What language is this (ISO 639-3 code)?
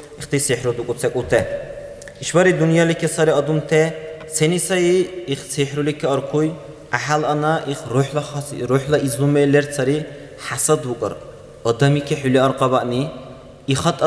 dar